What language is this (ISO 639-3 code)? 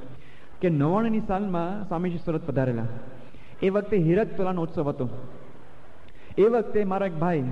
guj